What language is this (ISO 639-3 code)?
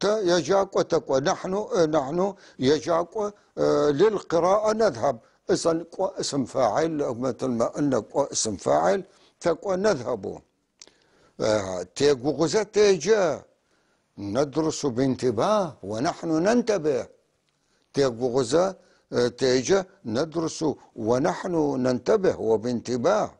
apc